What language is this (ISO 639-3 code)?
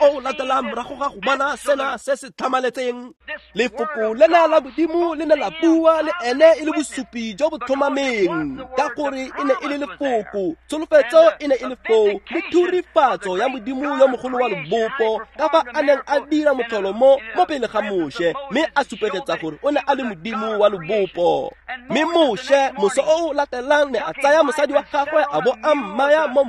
tsn